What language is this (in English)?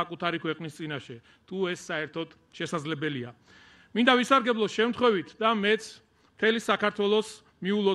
Georgian